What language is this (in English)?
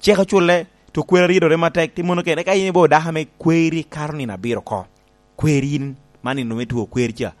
Lango (Uganda)